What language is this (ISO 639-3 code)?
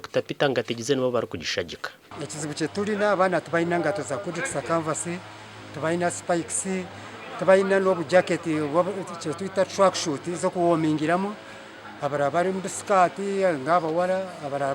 nyn